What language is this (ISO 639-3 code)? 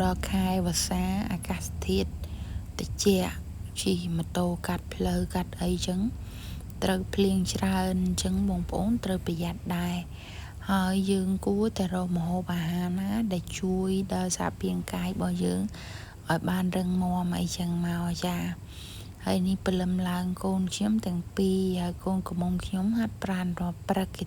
khm